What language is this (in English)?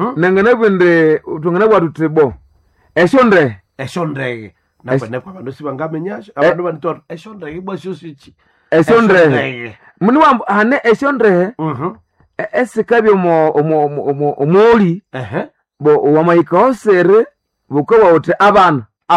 Nande